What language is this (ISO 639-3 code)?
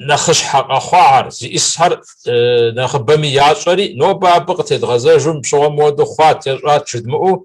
kbd